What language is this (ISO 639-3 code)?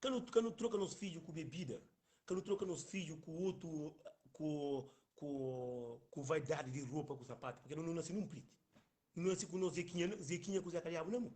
kea